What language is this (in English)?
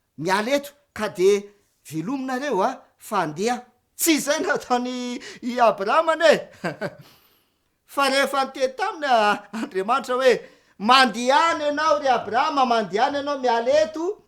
Malagasy